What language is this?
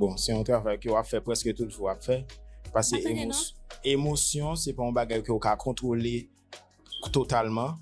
Haitian Creole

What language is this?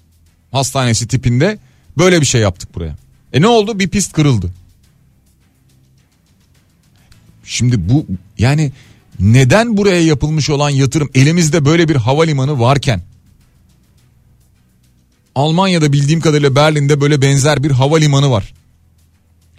Turkish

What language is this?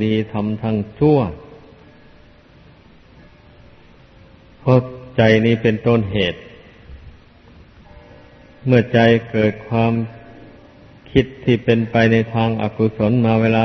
Thai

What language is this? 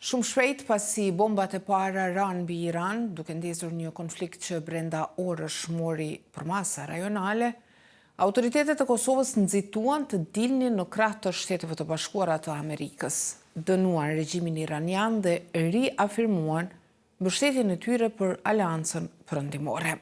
Albanian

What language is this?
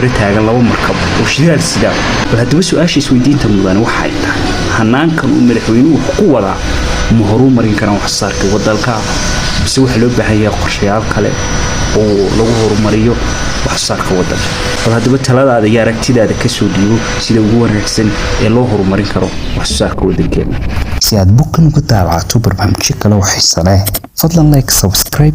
Somali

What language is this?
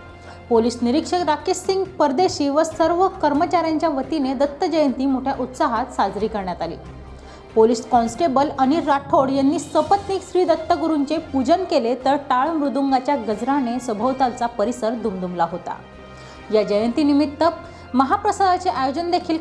Marathi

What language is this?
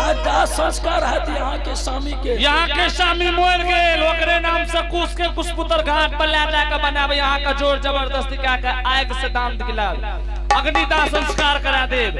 Angika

